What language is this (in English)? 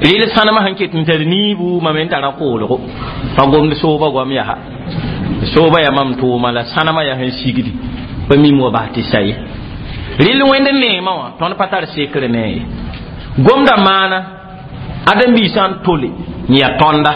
Mossi